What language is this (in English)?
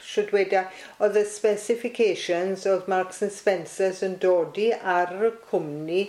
Welsh